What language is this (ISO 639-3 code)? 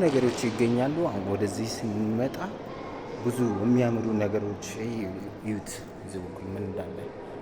amh